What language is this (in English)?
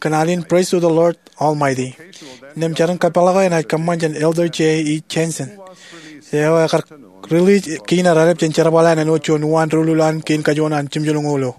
Marshallese